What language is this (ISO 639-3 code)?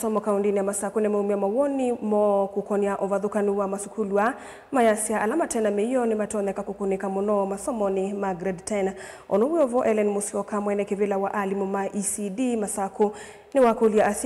kam